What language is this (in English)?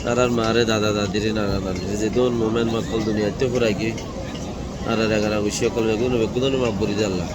Rohingya